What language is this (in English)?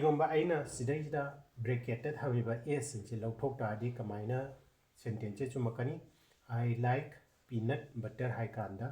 Manipuri